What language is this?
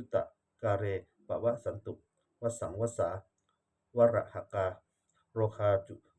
Pali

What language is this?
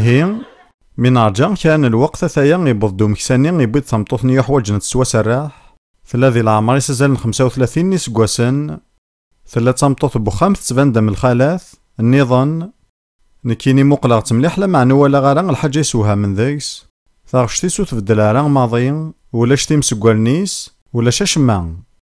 Kabyle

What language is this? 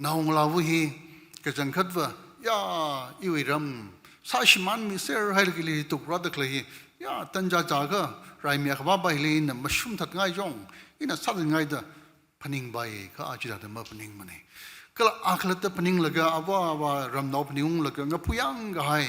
Tangkhul Naga (India)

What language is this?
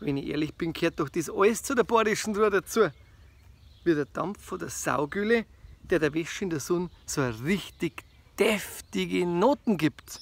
Bavarian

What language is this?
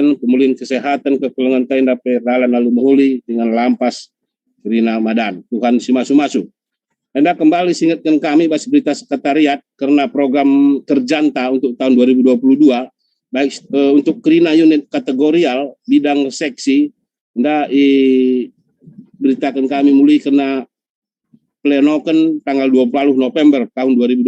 Batak Karo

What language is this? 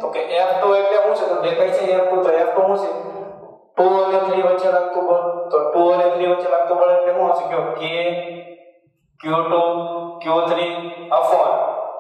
Gujarati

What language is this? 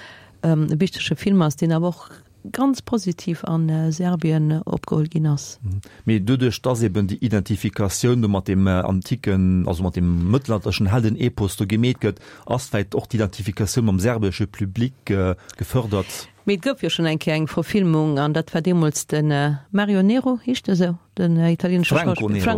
Luxembourgish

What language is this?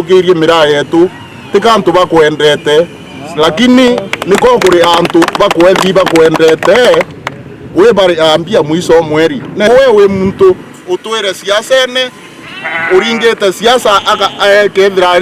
Meru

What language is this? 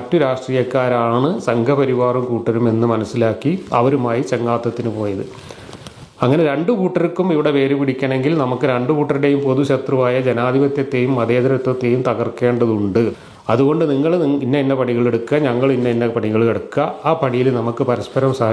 Malayalam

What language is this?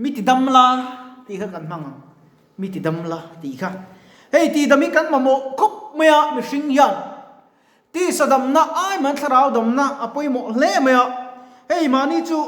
Mizo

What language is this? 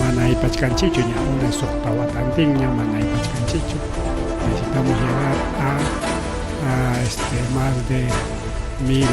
Ayacucho Quechua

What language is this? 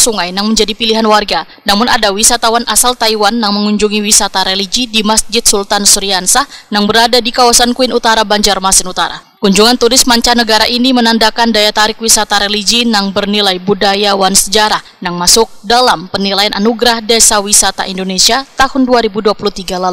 Banjar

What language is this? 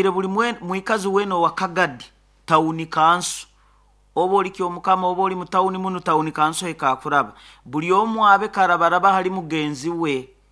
Nyoro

